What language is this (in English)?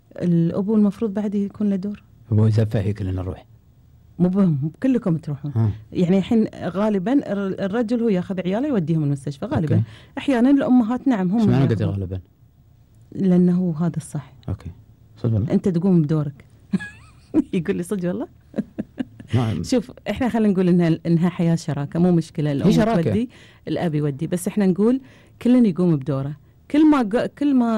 Gulf Arabic